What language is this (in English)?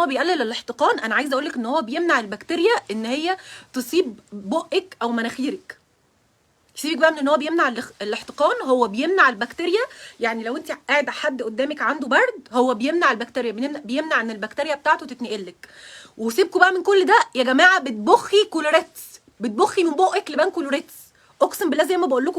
Egyptian Arabic